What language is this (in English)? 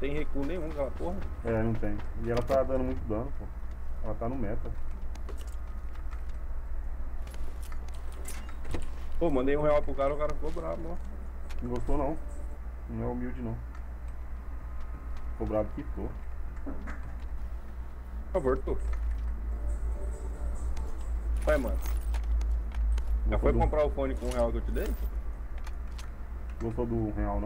Portuguese